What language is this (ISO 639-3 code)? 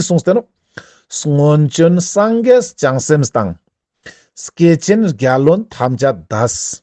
lbj